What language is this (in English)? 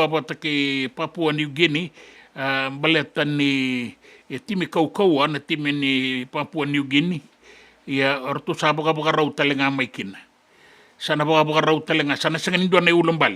Fijian